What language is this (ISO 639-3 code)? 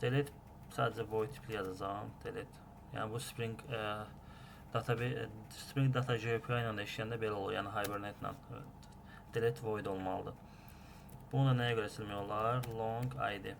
aze